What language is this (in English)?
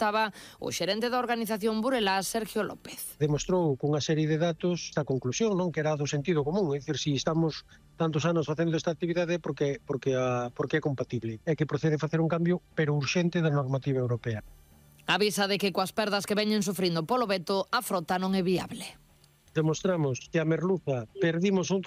Galician